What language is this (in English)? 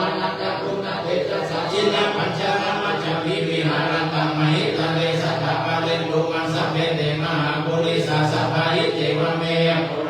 Pali